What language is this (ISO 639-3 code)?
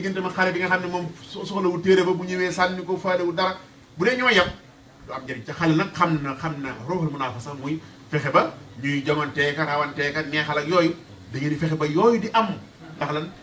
wol